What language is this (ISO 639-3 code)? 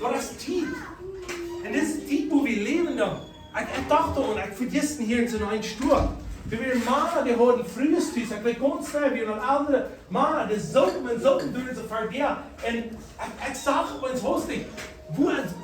pdt